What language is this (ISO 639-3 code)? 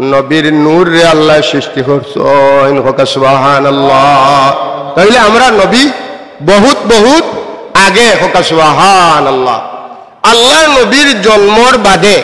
syl